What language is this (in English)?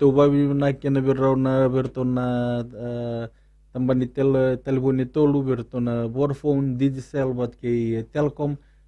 Fijian